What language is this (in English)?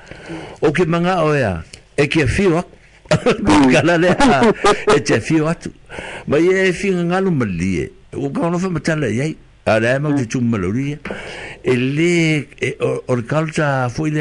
Samoan